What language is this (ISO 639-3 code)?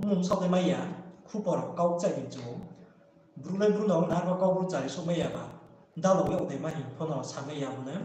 ria